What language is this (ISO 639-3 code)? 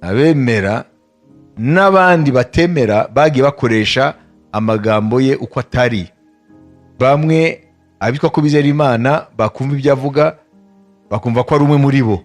kin